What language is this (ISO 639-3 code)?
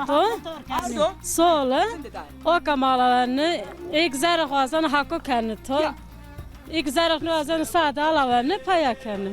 zza